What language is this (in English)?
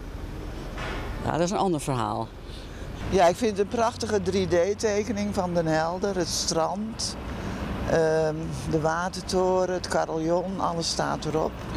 Dutch